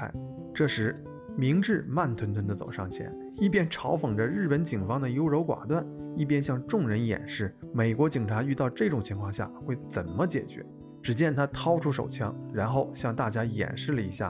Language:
Chinese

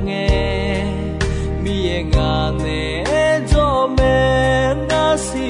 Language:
Akha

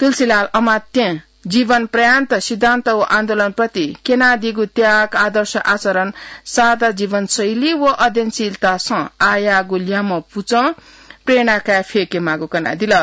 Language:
Newari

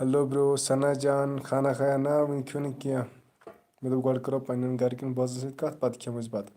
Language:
Kashmiri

